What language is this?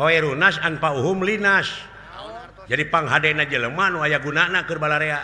Sundanese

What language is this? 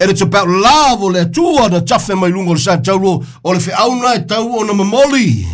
Samoan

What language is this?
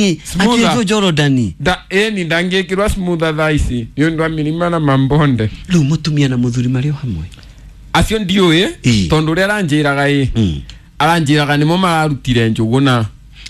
Kikuyu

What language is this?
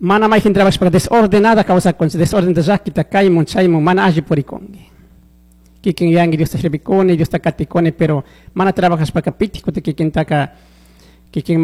Chimborazo Highland Quichua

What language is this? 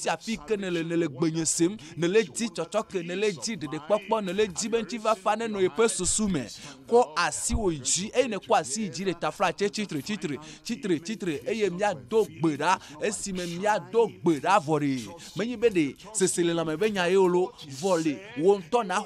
Ewe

